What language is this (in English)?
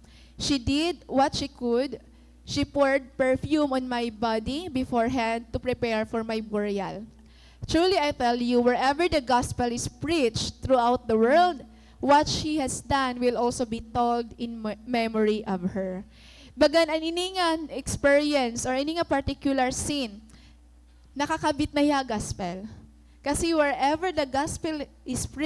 Waray